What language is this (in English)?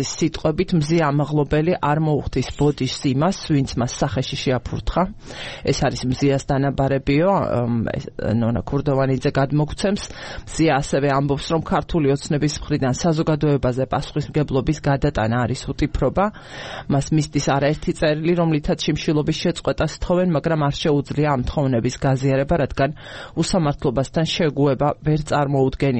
Georgian